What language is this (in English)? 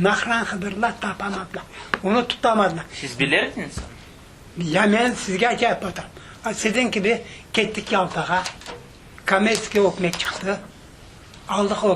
Crimean Tatar